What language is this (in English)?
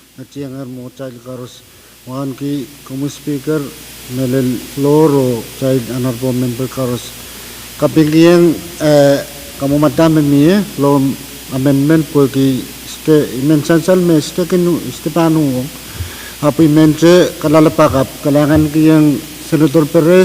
Pohnpeian